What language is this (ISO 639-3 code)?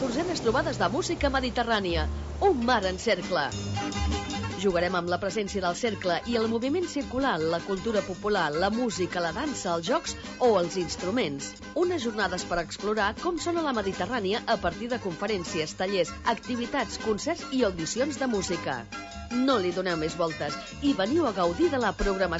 cat